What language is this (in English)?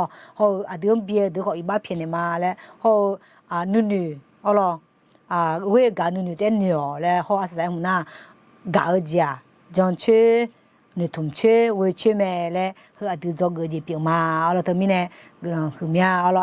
Akha